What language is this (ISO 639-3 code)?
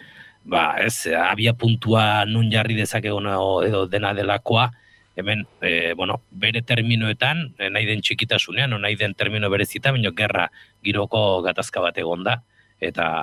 eus